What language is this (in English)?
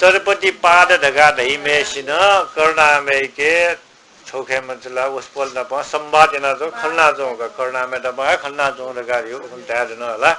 Newari